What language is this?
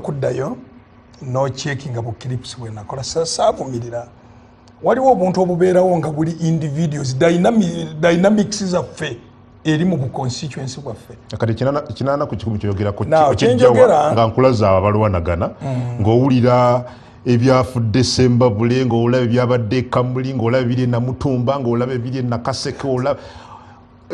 Ganda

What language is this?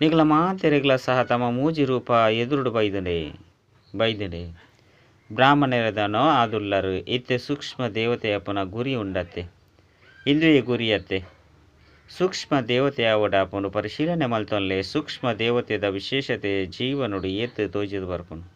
Tulu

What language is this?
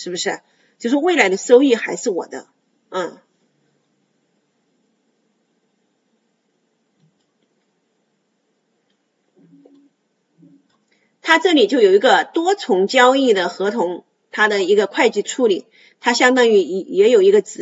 Chinese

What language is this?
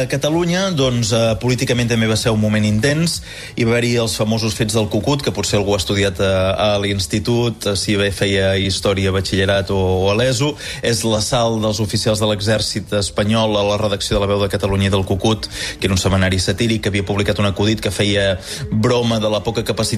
Catalan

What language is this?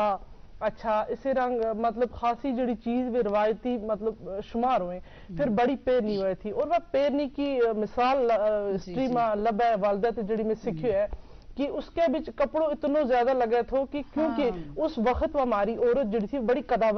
Gujari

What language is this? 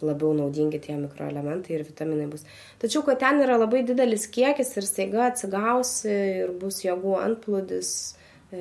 Lithuanian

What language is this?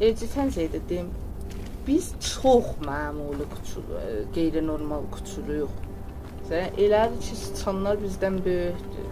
South Azerbaijani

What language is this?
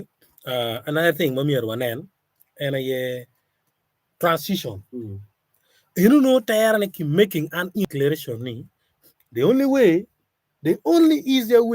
Acoli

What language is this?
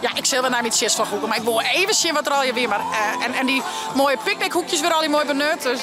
Western Frisian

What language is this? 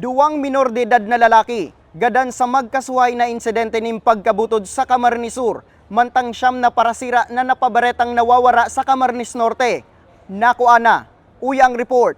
Bikol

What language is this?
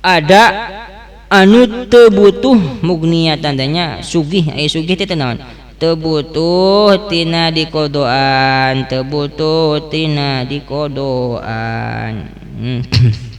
Sundanese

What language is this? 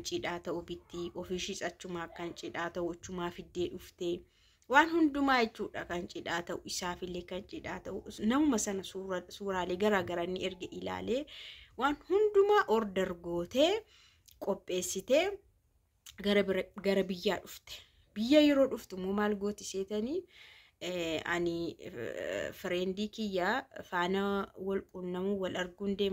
Oromo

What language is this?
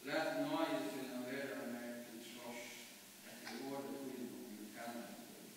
Faroese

